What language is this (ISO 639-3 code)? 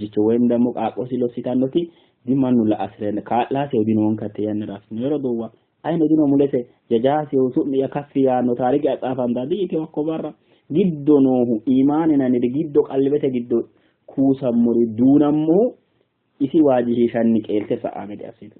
sid